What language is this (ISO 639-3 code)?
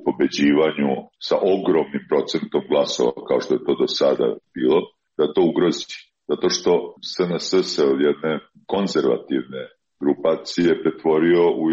srp